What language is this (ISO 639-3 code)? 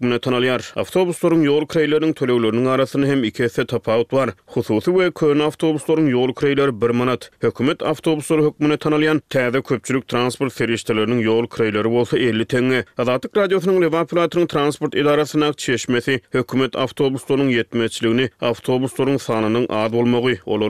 tuk